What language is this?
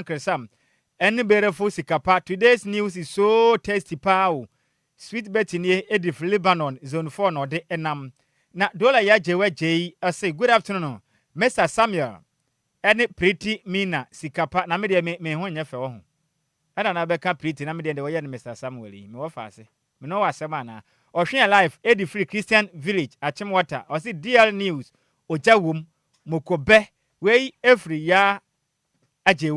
Akan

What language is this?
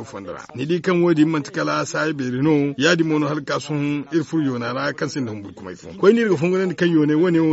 Zarma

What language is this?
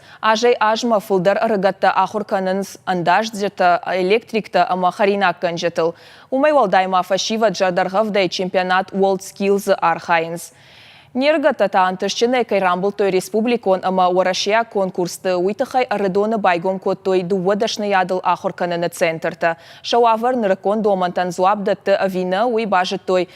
Ossetic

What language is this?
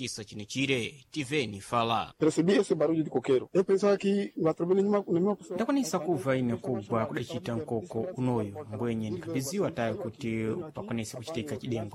Sena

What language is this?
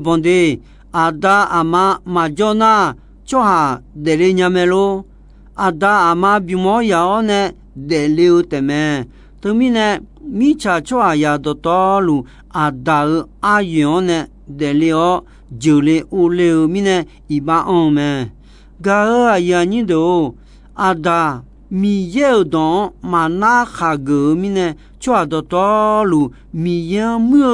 Akha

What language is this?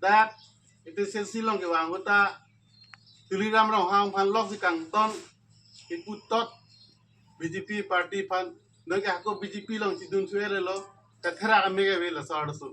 Karbi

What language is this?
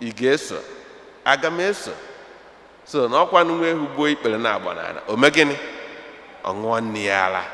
Igbo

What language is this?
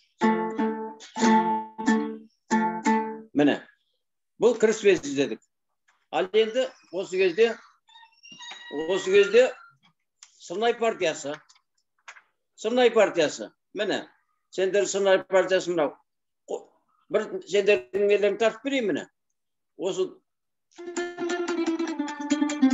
Kazakh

